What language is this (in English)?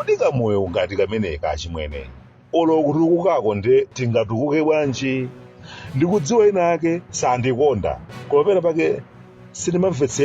Nyanja